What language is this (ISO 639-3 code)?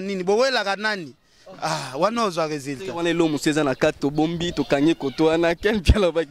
lin